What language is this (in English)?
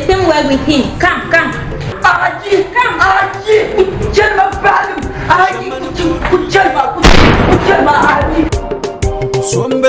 Dagbani